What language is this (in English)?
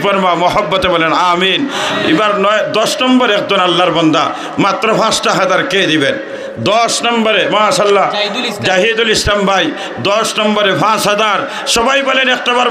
Sylheti